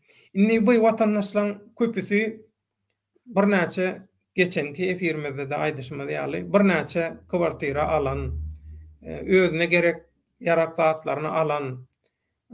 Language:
Turkmen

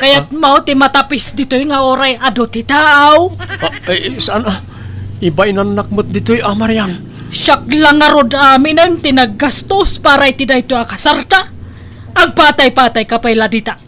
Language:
Iloko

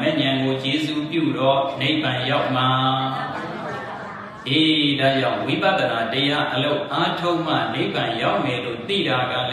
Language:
Burmese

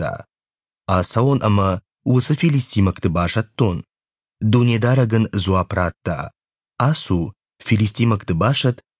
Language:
Ossetic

